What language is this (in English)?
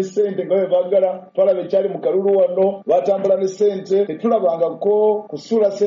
Ganda